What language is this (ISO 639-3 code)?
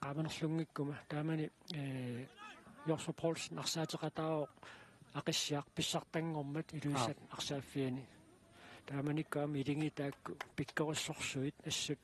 kal